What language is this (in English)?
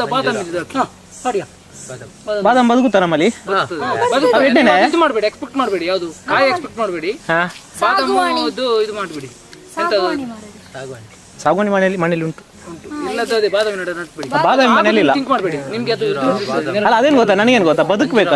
Tulu